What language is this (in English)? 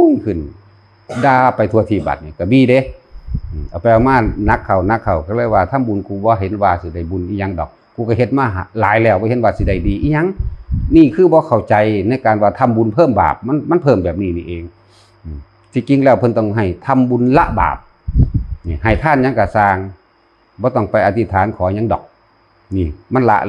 Northeastern Thai